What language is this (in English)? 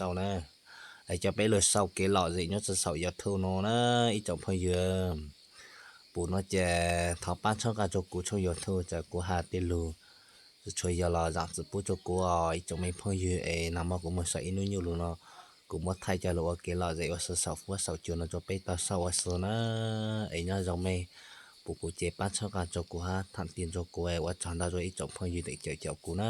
Hmong